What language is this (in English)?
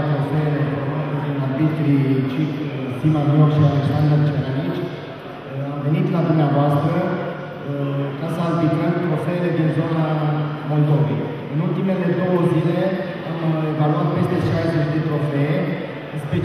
Romanian